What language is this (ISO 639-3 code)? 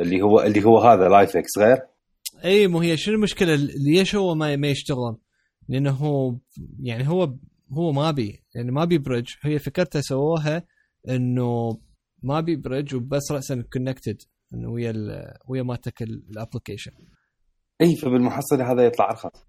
acm